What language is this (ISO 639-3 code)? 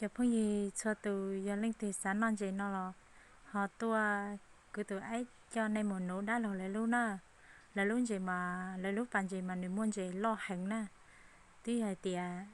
hmn